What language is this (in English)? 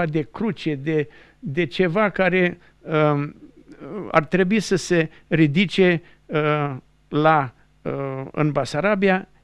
Romanian